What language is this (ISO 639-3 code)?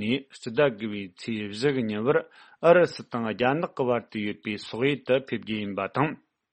bod